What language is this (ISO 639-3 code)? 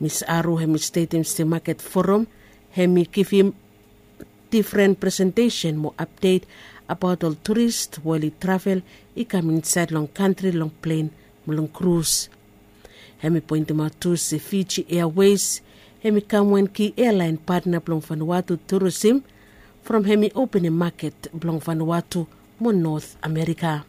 bis